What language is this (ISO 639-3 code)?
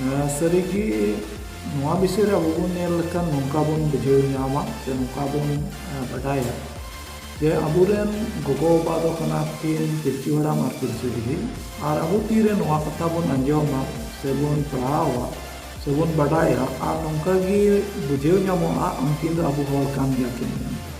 sat